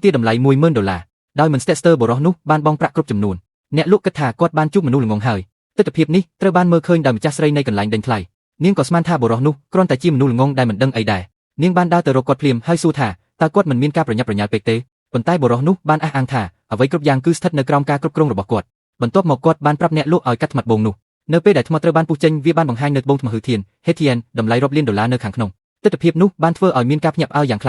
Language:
Khmer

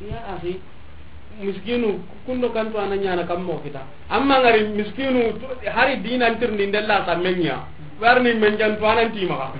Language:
Soninke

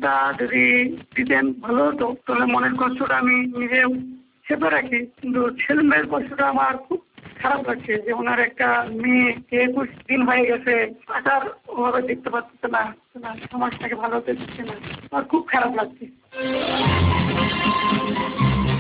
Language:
Bangla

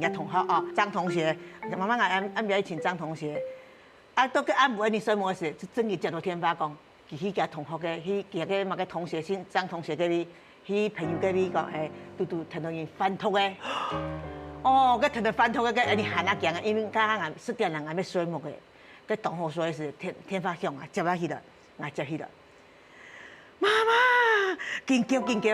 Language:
Hakka Chinese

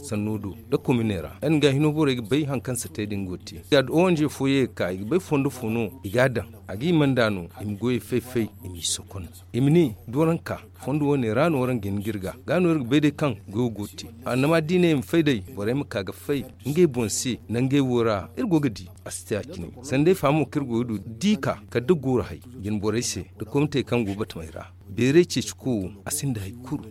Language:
Zarma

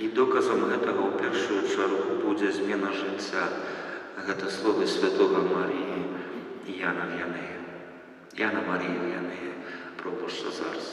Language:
Belarusian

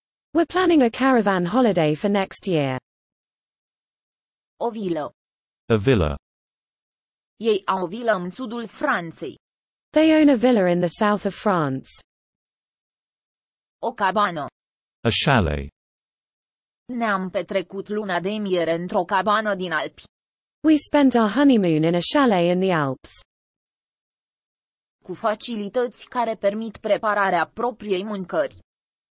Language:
Romanian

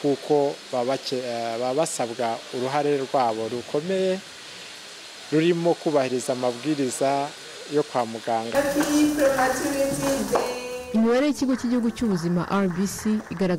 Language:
Kinyarwanda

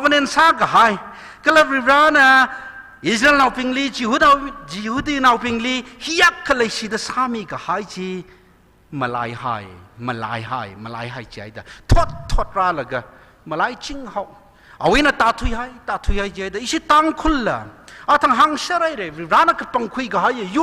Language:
Tangkhul Naga (India)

